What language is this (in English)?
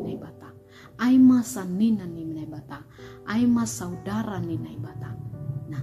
Batak Simalungun